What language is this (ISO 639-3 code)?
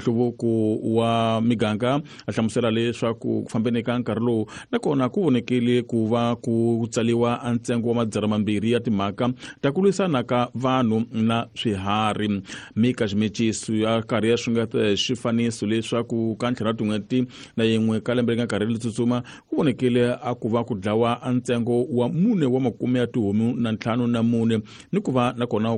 tso